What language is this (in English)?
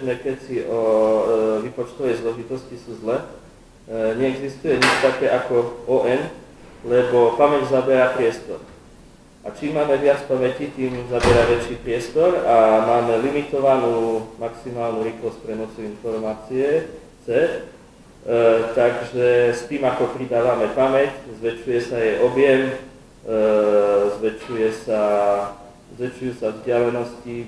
Slovak